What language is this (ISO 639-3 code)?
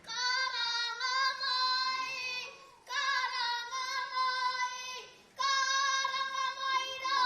mri